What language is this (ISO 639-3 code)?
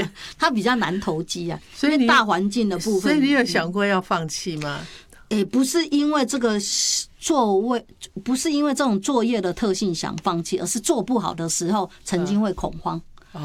zho